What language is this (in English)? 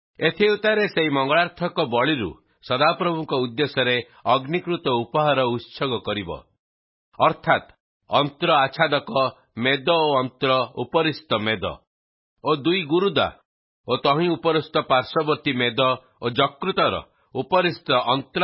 Odia